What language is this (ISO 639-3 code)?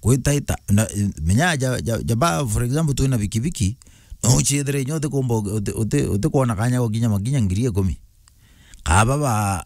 mer